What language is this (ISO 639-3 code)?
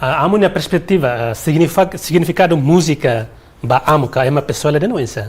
tet